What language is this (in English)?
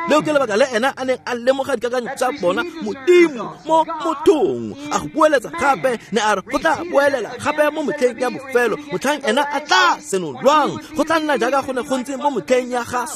Tswana